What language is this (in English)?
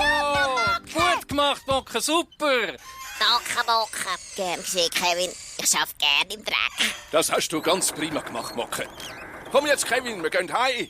Swiss German